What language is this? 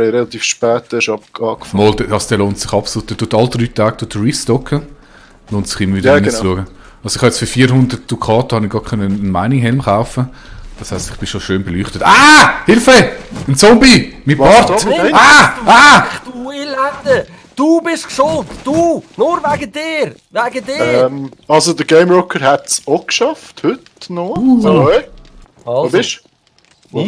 Swiss German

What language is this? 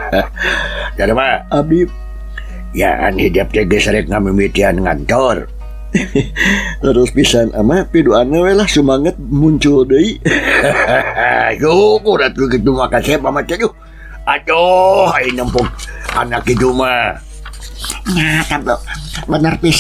Sundanese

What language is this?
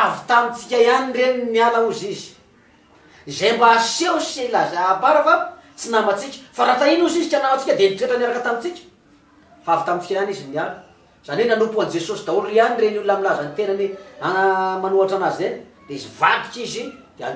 Malagasy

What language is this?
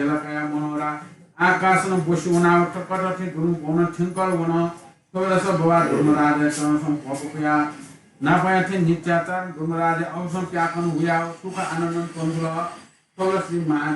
Newari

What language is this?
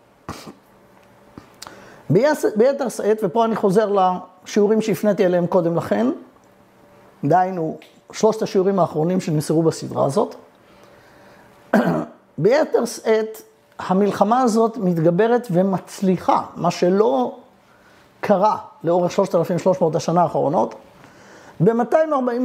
Hebrew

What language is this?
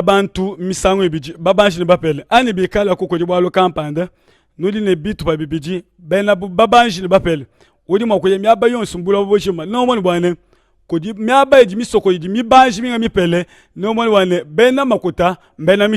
Luba-Lulua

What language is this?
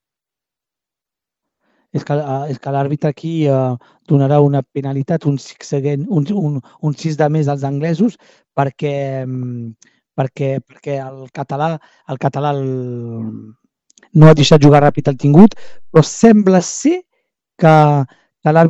Catalan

